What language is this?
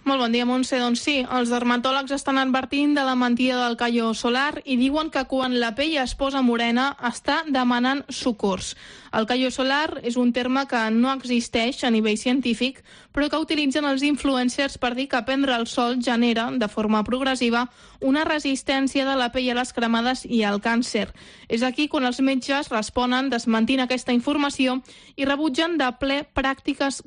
Catalan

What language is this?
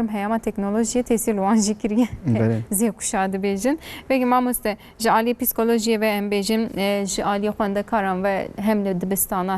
Kurdish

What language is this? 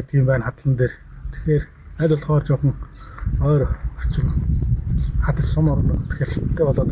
Mongolian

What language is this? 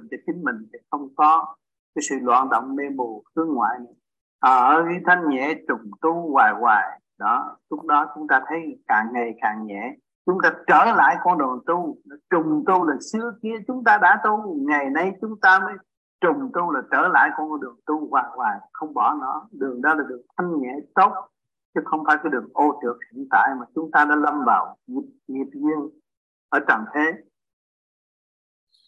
Vietnamese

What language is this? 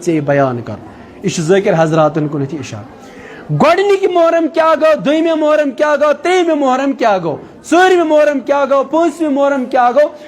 Kashmiri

